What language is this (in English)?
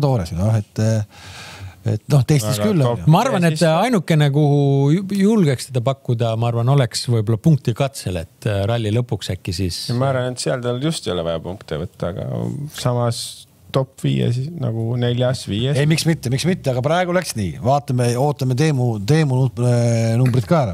Estonian